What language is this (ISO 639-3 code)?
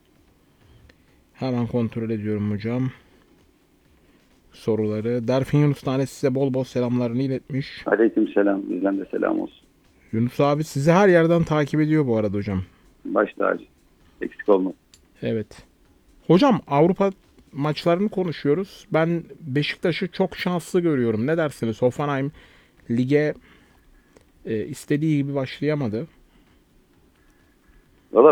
tur